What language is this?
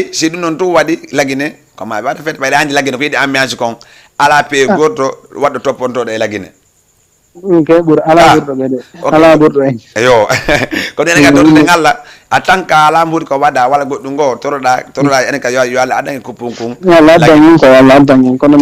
Fula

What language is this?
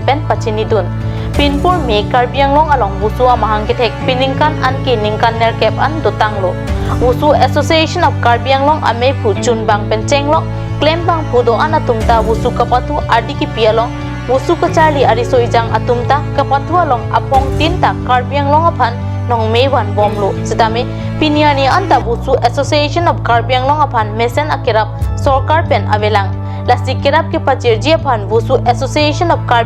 Karbi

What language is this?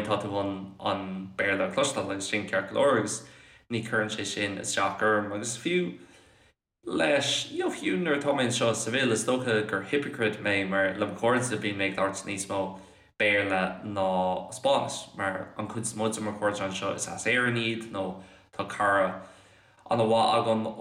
Irish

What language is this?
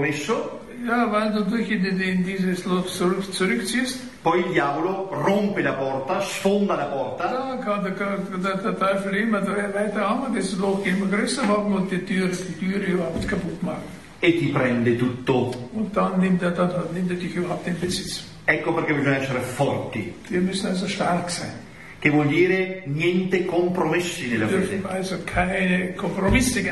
Italian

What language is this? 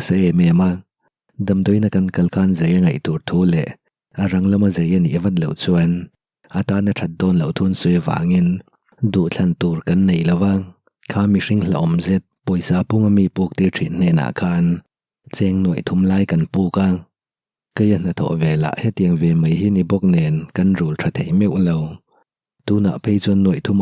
Mizo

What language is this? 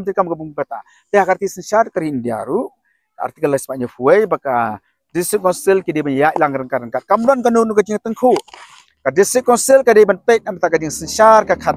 Khasi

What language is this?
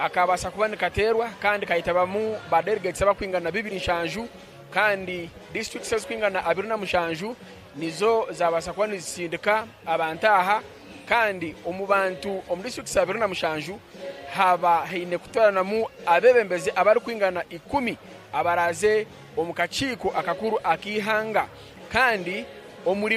Nyankole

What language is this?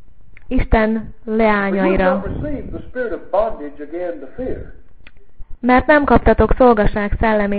Hungarian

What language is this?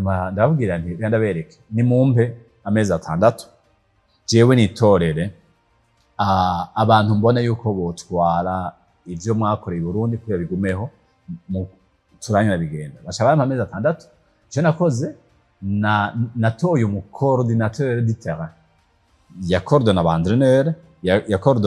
Rundi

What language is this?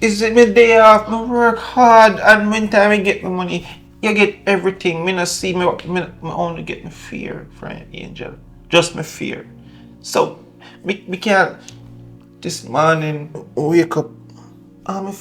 Jamaican Creole English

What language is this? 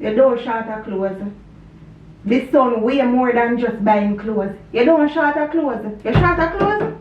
Jamaican Creole English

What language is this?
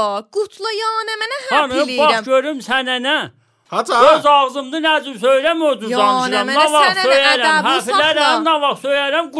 Azerbaijani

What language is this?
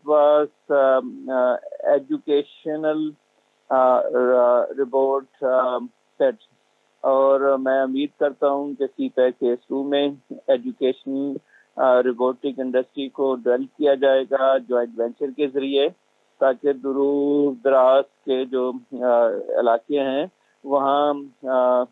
Urdu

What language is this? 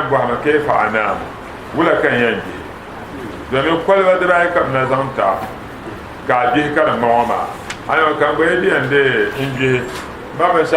Dagbani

